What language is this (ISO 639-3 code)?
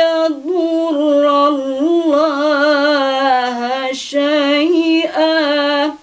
min